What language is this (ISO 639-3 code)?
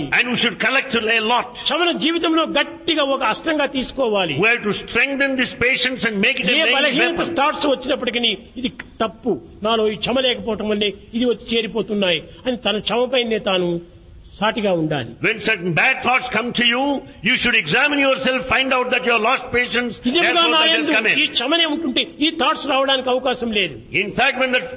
tel